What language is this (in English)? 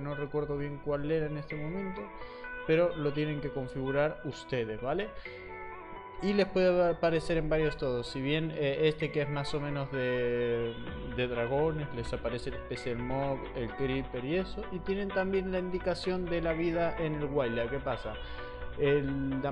Spanish